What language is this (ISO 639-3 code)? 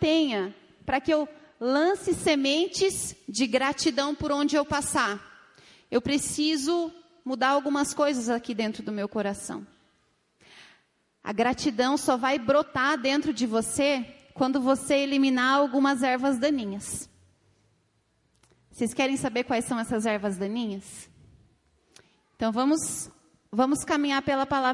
por